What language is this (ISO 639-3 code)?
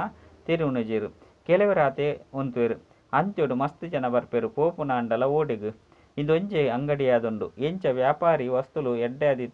tcy